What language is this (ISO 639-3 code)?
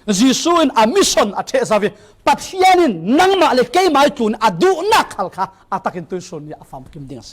cfm